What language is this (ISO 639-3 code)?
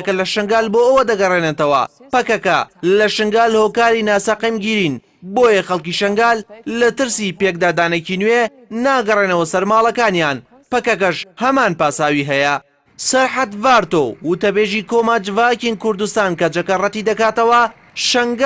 ckb